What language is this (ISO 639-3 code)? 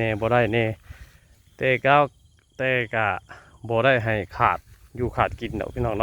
tts